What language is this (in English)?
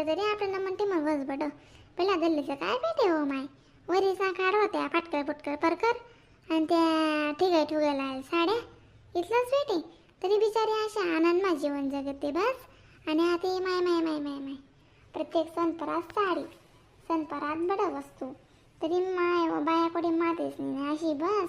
Khandesi